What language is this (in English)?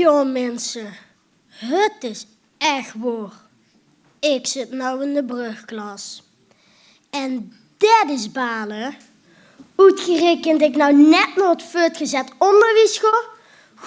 Limburgish